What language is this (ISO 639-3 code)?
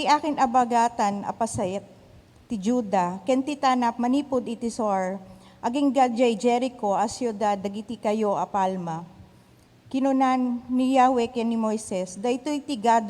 ilo